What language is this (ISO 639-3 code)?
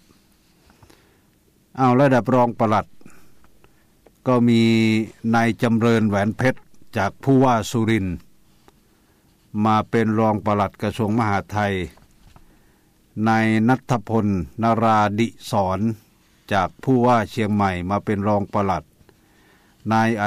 tha